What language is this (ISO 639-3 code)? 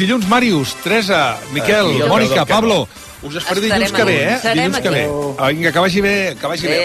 cat